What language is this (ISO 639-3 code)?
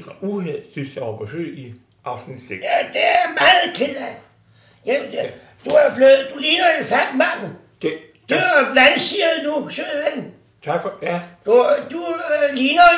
dan